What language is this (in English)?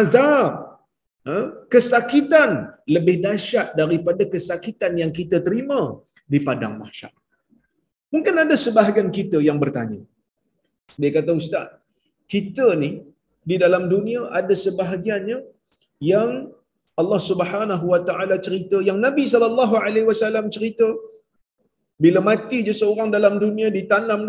Malay